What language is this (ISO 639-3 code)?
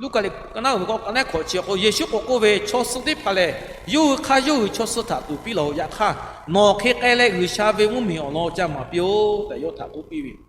lhu